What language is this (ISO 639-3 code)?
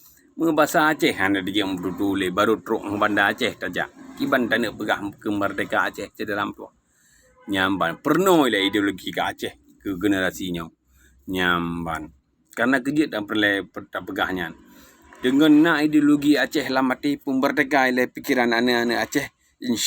ace